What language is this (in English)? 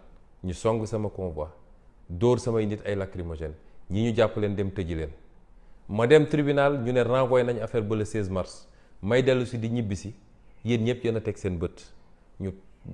Wolof